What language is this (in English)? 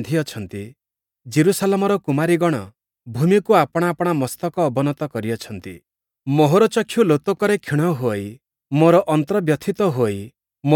Odia